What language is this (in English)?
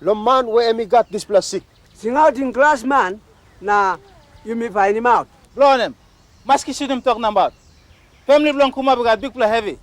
Tok Pisin